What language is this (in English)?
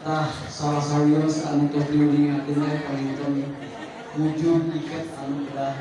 Sundanese